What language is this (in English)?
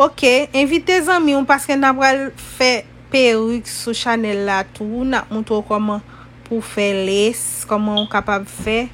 Haitian Creole